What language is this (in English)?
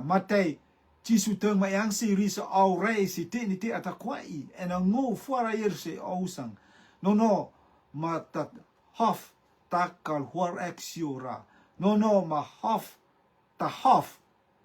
Rotuman